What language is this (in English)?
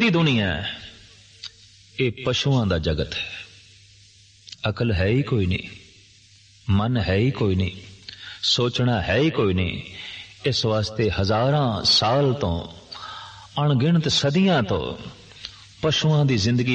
Punjabi